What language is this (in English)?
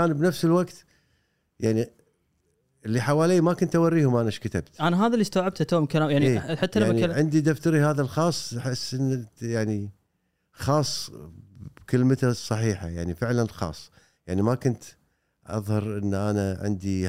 Gulf Arabic